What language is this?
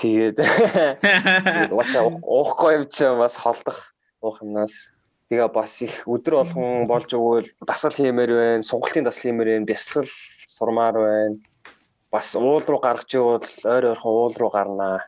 Mongolian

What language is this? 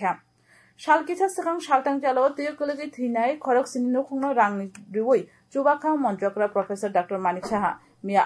Kok Borok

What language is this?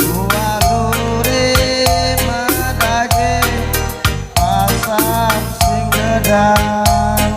Batak Karo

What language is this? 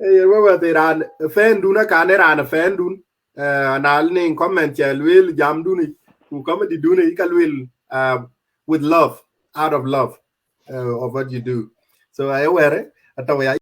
Dinka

